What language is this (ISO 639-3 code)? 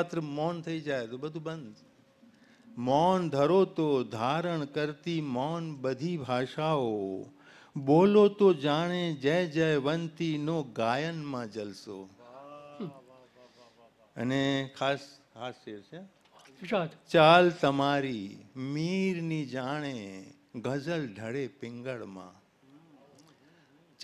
guj